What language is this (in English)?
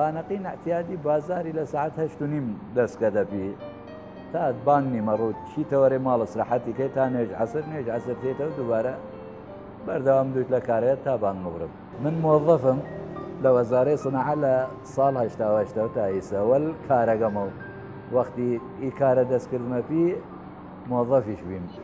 Southern Kurdish